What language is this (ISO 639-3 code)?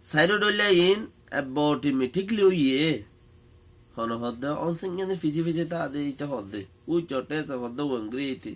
rhg